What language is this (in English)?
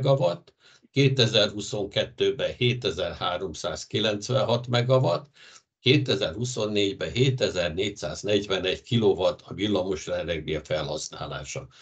Hungarian